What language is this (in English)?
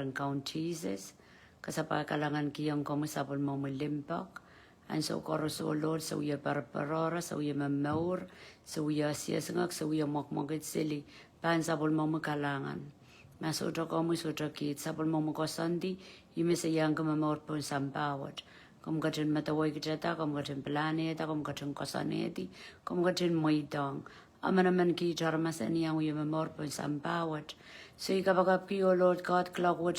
Pohnpeian